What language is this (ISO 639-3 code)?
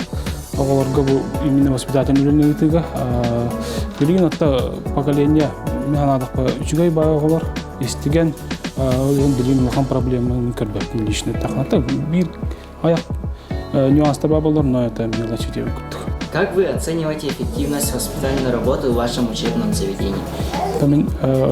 sah